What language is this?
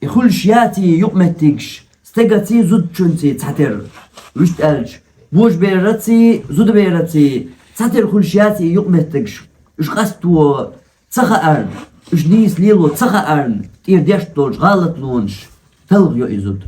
Chechen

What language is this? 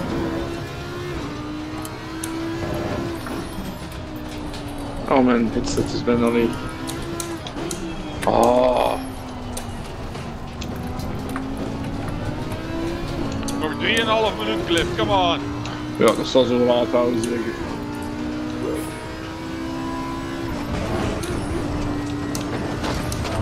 Dutch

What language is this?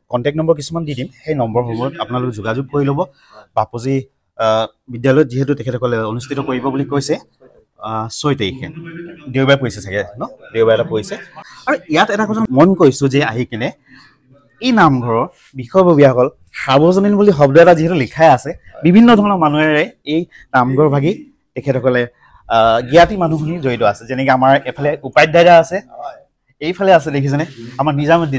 Assamese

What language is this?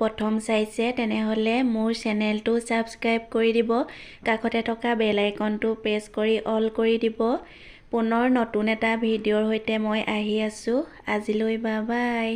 Assamese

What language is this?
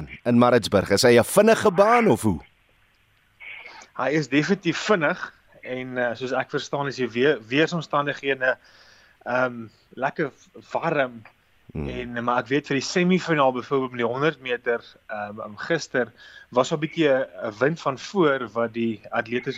Afrikaans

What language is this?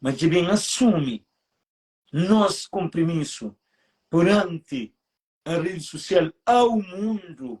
Kabuverdianu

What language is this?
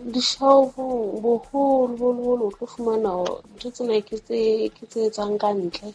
Southern Sotho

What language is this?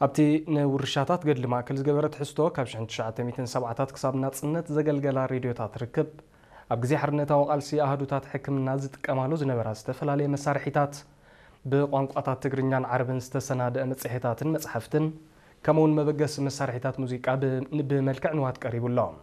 Tigrinya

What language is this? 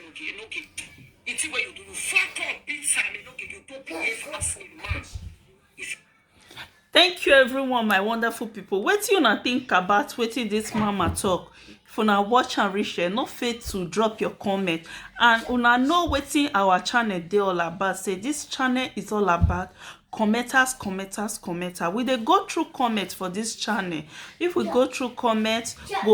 Nigerian Pidgin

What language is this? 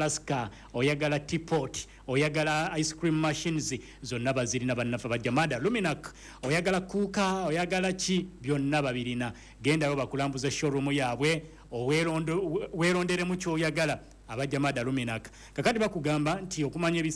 Ganda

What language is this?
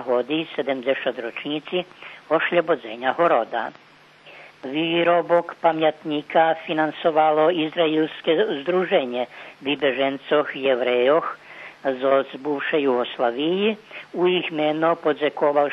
Rusyn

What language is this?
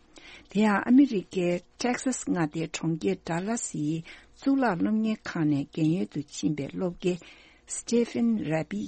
Tibetan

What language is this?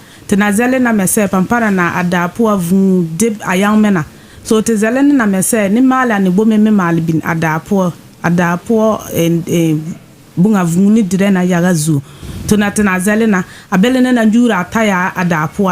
Akan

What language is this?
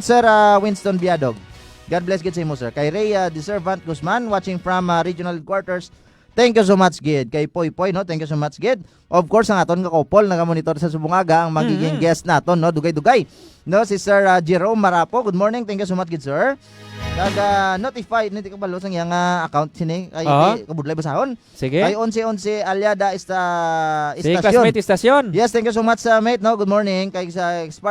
Hiligaynon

